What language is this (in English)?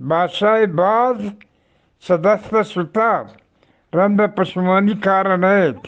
Eastern Balochi